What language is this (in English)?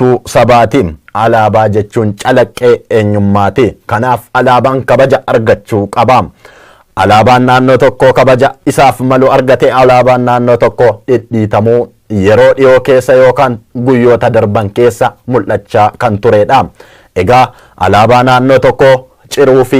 Oromo